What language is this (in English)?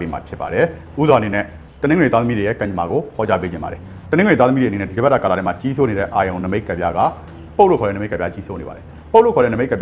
Burmese